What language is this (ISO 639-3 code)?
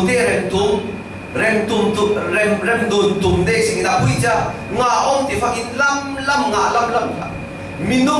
cfm